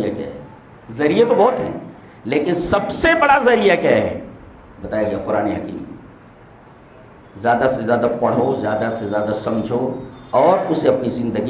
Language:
Urdu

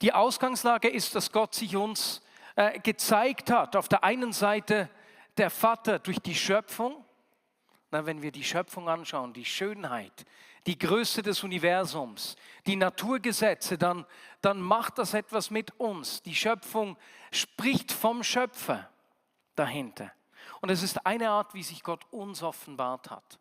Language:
Swiss German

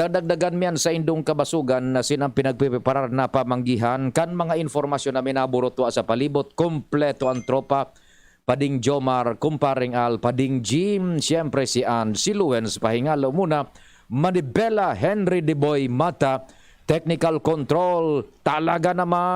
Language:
Bikol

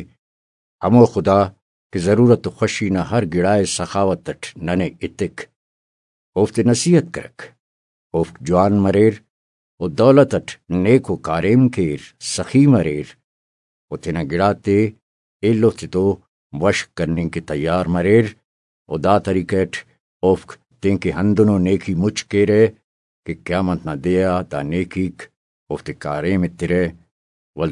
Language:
Brahui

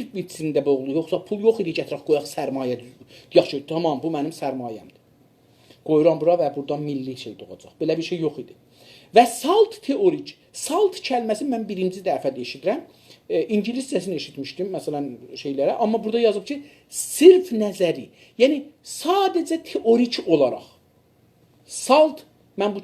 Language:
South Azerbaijani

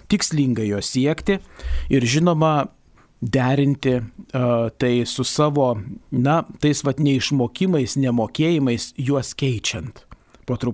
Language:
Lithuanian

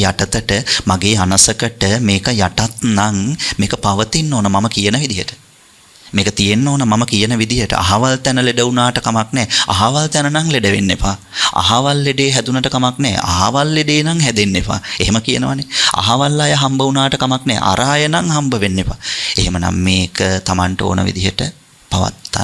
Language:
Sinhala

